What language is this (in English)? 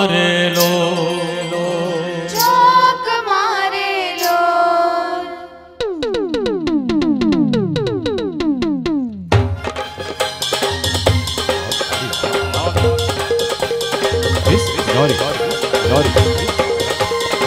Gujarati